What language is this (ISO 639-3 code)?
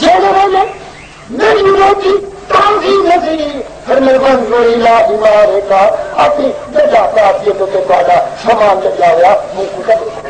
skr